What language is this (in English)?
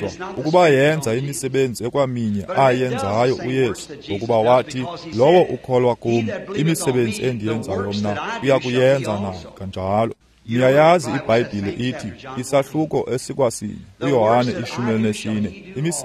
Xhosa